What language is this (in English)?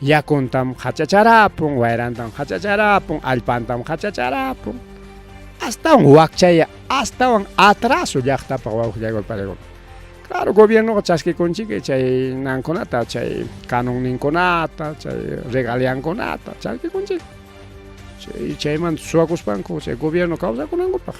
Ayacucho Quechua